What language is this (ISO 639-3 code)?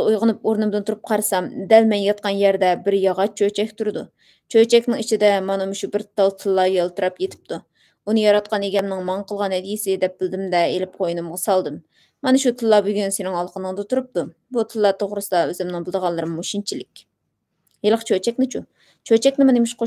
uig